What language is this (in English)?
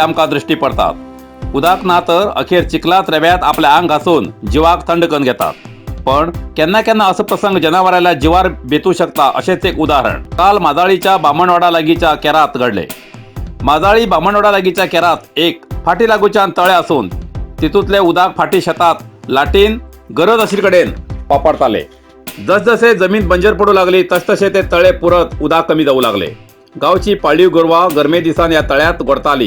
Konkani